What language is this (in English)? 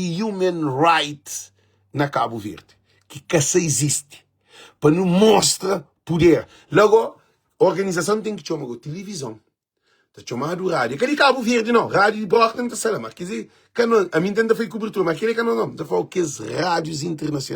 Kabuverdianu